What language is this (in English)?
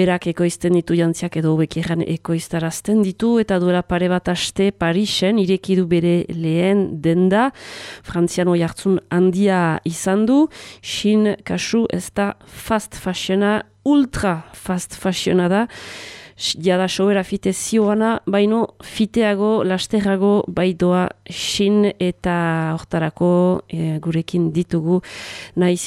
Basque